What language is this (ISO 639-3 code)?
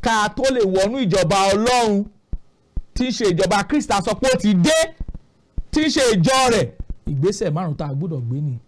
yor